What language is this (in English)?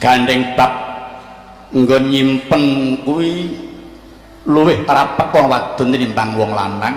Javanese